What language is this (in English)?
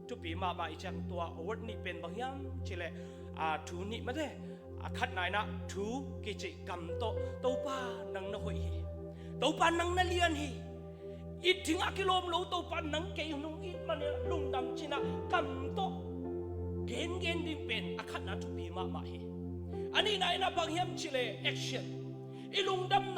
Tedim Chin